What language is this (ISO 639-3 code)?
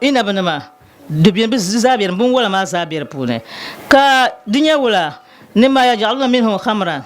dag